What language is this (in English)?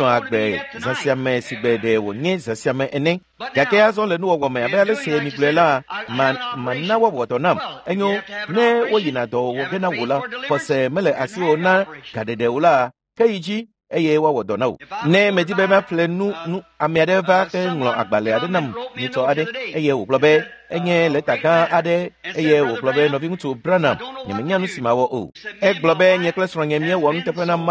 Ewe